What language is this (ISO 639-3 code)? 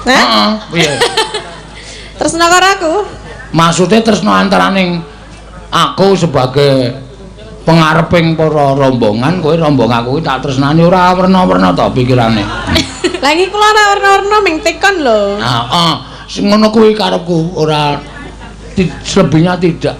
jav